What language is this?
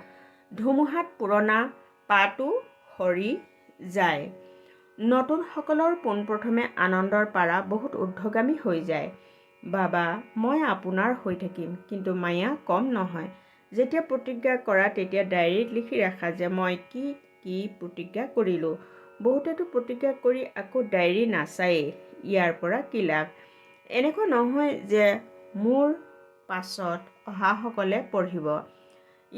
Assamese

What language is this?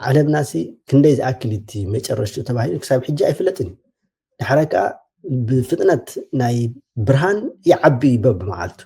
Tigrinya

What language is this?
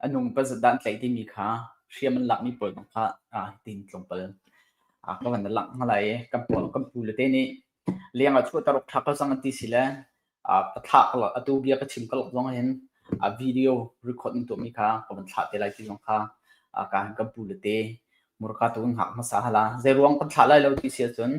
Hakha Chin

